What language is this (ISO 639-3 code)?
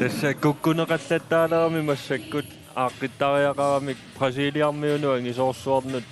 kal